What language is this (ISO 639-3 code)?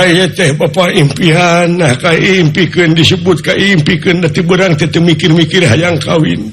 sun